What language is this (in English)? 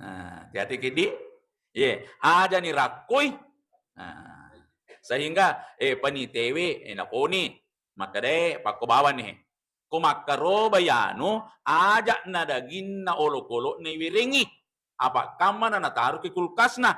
Buginese